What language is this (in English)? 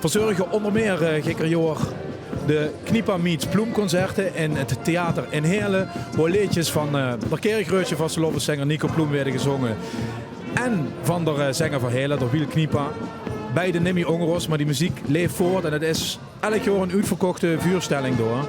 Limburgish